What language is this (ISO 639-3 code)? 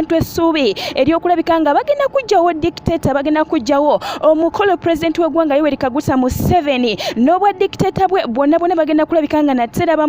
lug